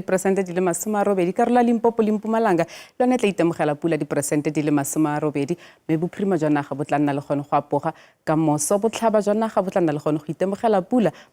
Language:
Tswana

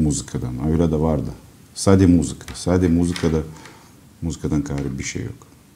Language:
Gagauz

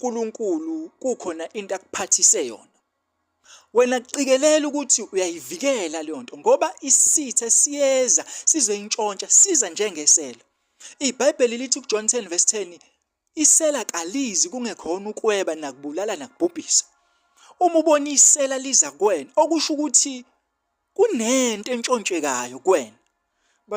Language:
Zulu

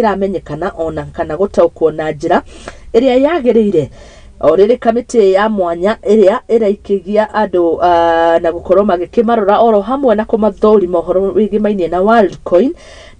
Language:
Kikuyu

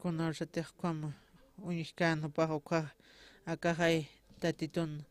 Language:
Aymara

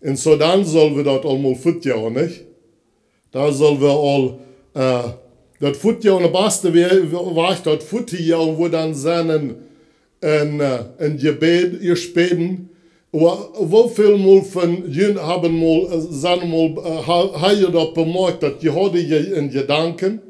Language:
Plautdietsch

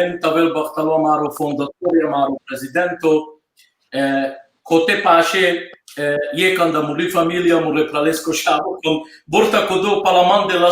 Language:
Balkan Romani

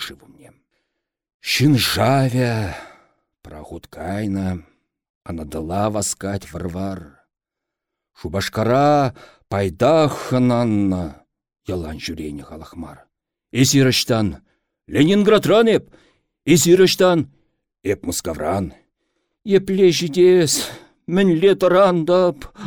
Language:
Chuvash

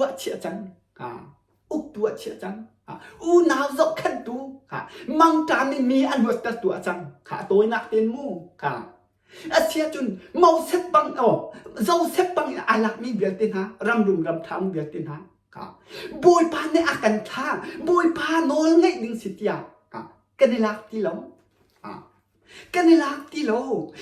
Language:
Hakha Chin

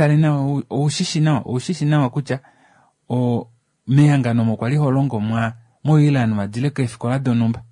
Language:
Kuanyama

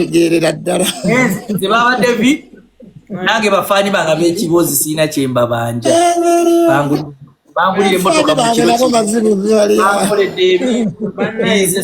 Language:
Ganda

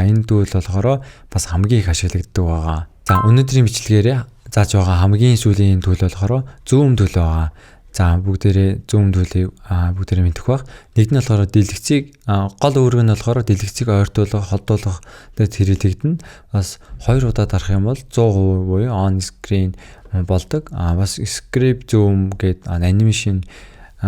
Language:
Mongolian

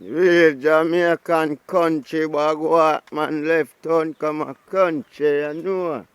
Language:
Jamaican Creole English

